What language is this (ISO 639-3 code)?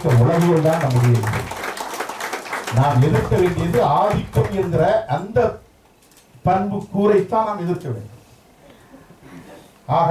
tam